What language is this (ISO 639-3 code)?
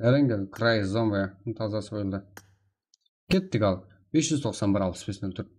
kaa